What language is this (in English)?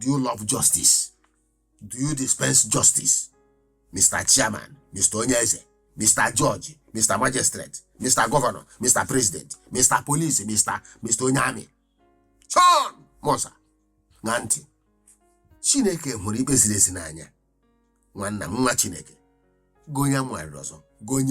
Igbo